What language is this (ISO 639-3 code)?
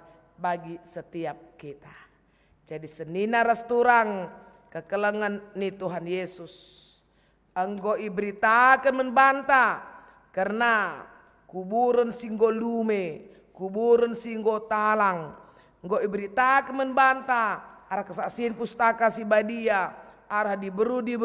btx